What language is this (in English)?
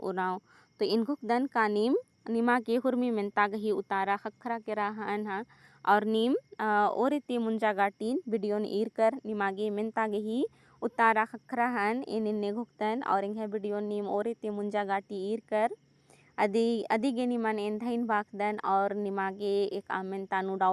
Kurukh